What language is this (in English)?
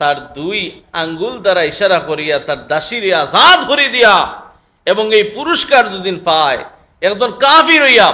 Sylheti